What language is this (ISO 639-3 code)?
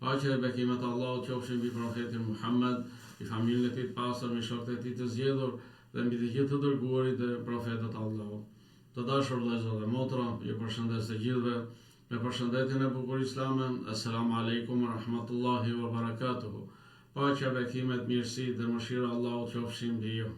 sqi